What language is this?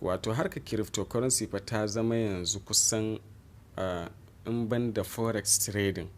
Hausa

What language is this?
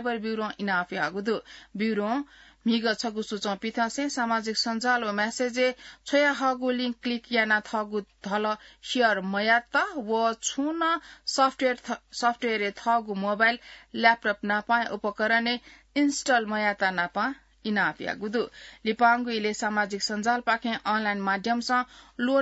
Newari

